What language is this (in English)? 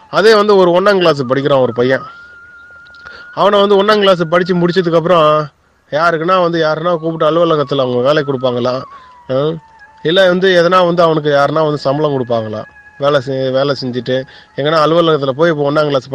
Tamil